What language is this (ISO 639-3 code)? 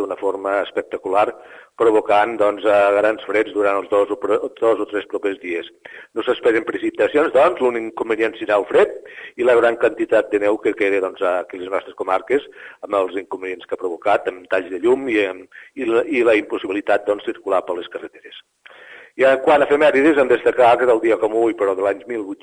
cat